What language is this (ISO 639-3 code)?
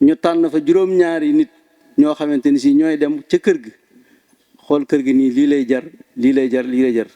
wol